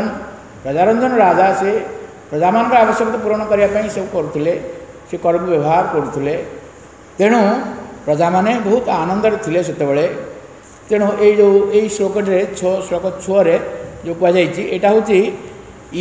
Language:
Odia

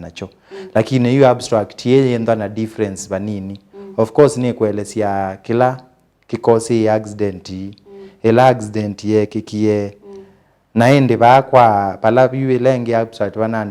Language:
Kamba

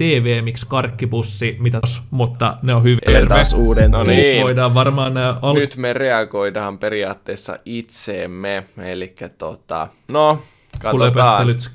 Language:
Finnish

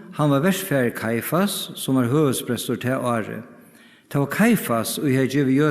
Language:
Faroese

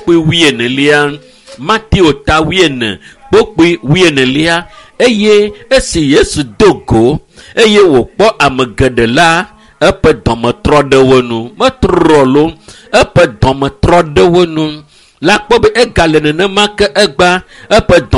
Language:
Ewe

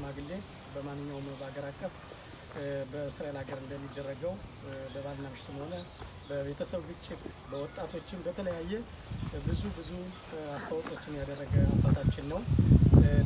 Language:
Amharic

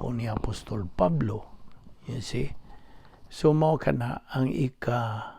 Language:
Cebuano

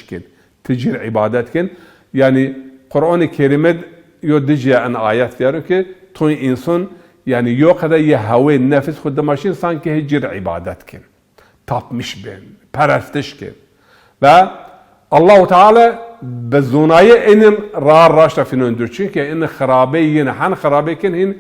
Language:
Zaza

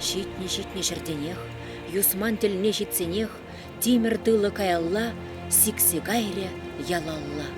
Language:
Chuvash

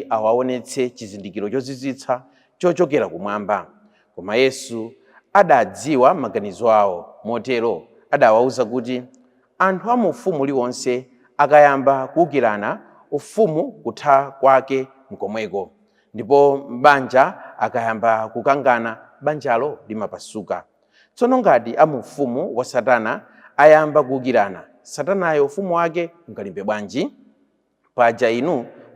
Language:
Nyanja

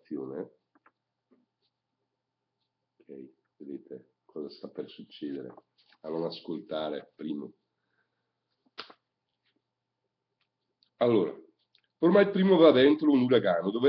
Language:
Italian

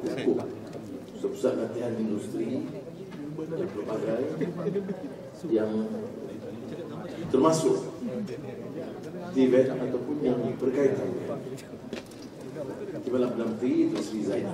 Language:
Malay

